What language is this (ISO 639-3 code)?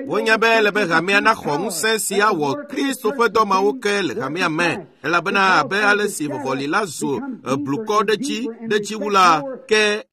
ewe